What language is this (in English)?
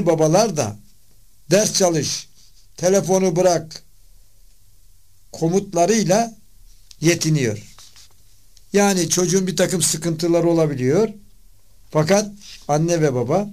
Turkish